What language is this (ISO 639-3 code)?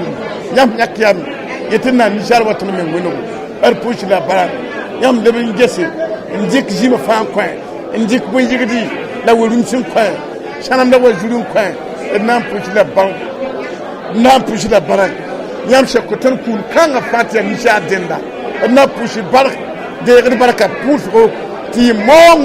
mos